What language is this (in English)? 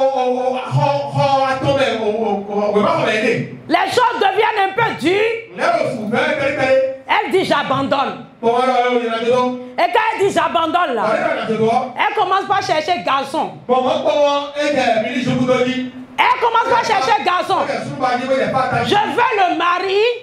French